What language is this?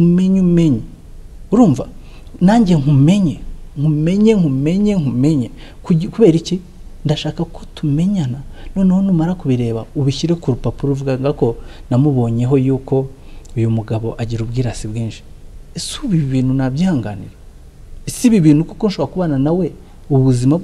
Kinyarwanda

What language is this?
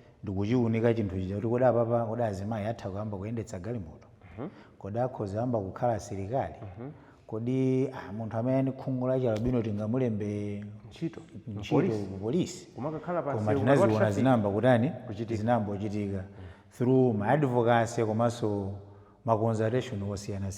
Nyanja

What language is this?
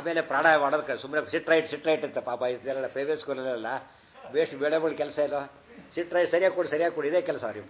Kannada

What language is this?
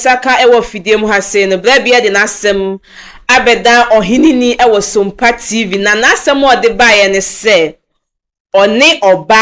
Akan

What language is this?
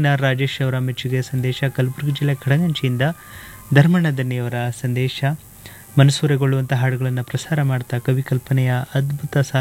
Kannada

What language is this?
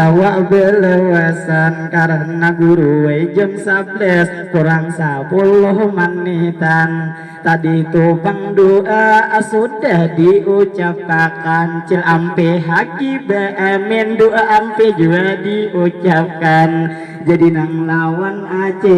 Banjar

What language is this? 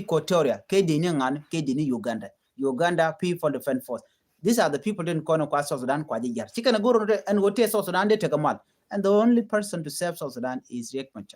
Nuer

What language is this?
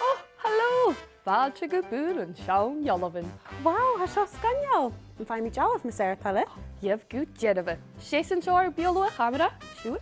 Scottish Gaelic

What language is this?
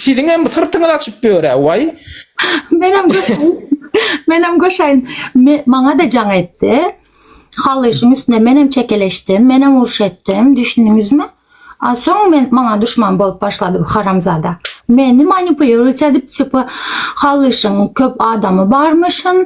Turkmen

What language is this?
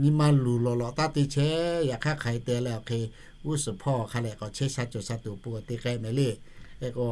Lahu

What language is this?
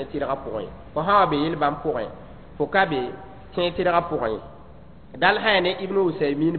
Mossi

